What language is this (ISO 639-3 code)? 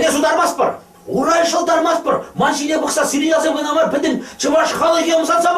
chv